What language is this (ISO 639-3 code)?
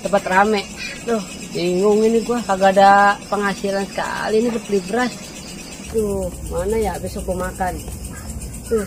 bew